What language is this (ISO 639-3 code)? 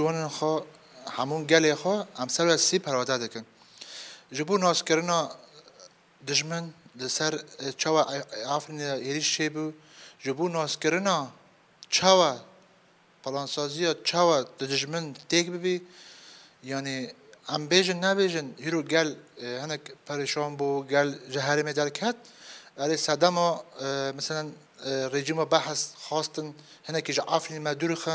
kur